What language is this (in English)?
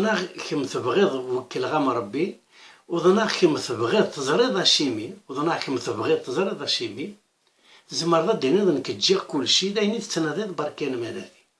Kabyle